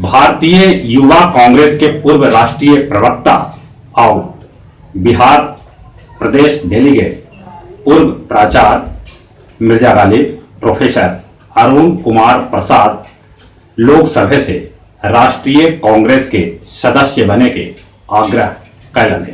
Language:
Magahi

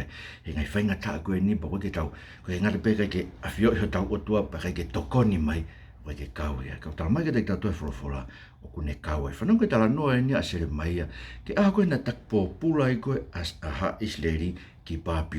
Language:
Tongan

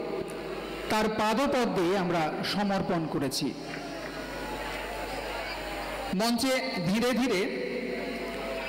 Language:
Bangla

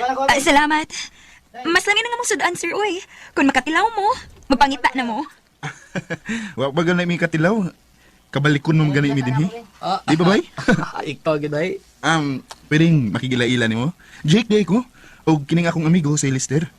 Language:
Cebuano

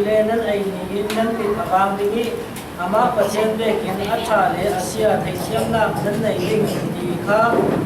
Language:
Falam Chin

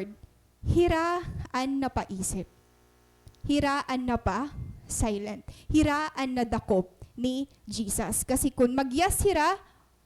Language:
Waray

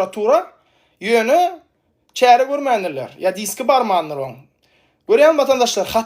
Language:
Turkmen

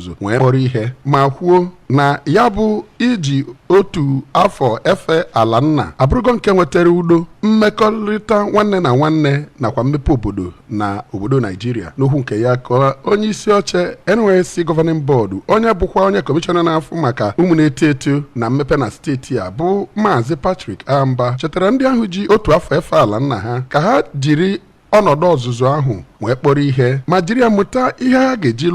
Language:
Igbo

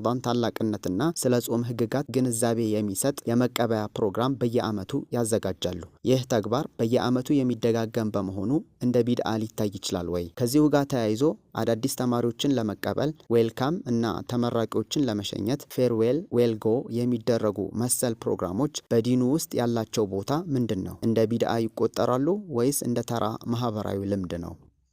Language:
Amharic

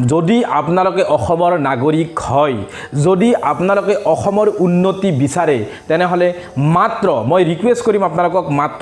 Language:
Assamese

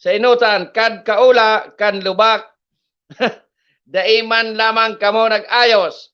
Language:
Bikol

